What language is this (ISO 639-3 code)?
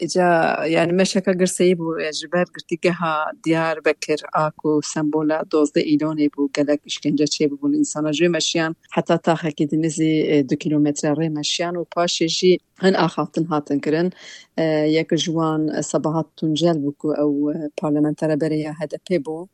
kur